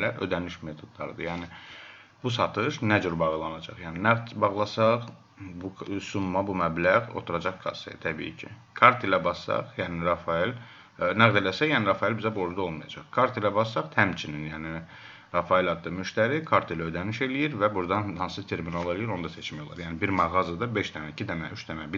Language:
Azerbaijani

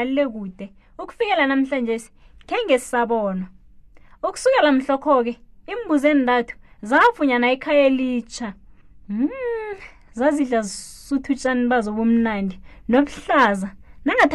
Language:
South Ndebele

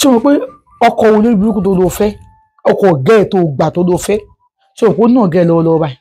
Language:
Yoruba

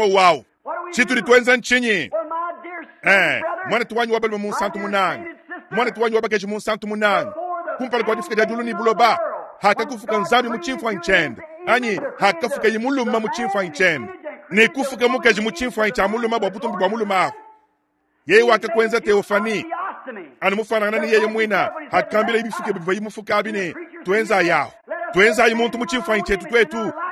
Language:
Luba-Lulua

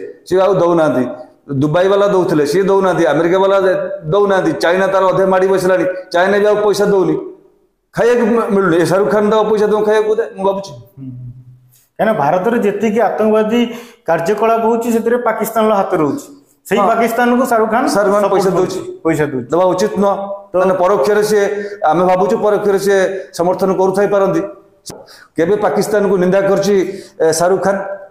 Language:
Odia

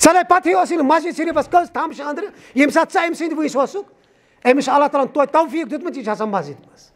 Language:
Kashmiri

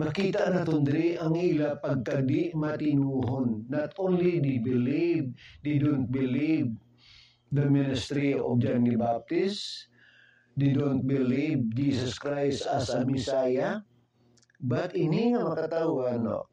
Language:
Hiligaynon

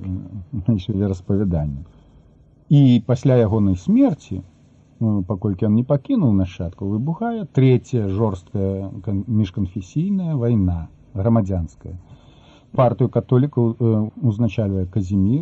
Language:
Belarusian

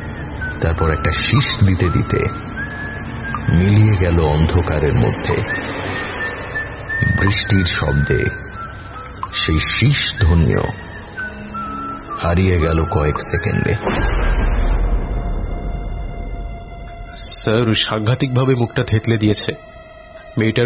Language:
Bangla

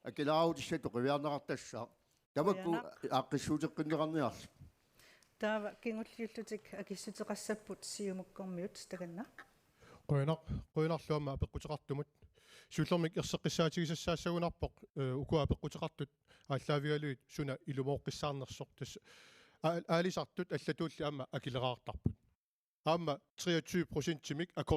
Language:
Kalaallisut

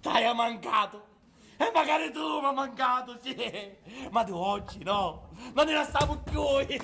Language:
Sicilian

